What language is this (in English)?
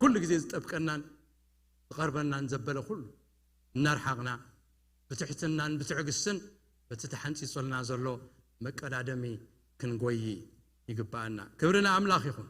Tigrinya